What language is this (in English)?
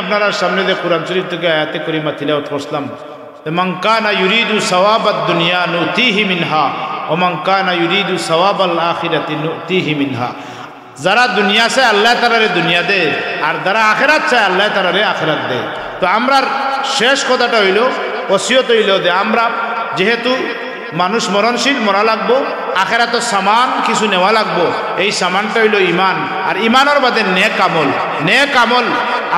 Sylheti